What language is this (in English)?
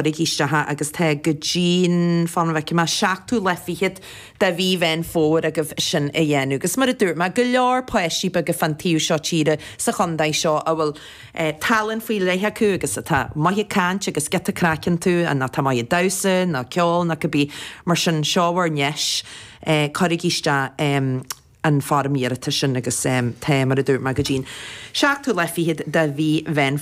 Irish